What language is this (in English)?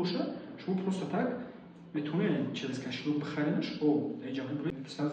Tajik